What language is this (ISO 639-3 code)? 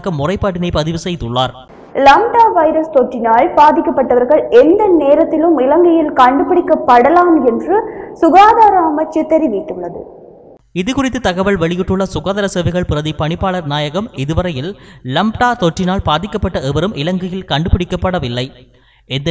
tam